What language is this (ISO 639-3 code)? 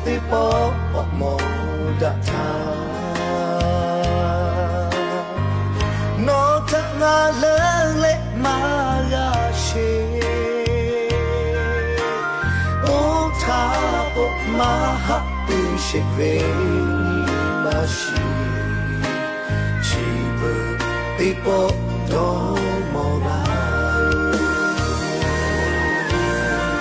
tha